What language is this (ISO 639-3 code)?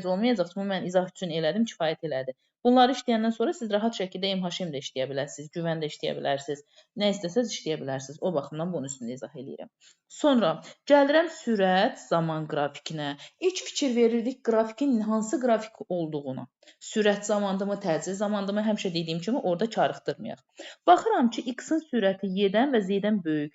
aze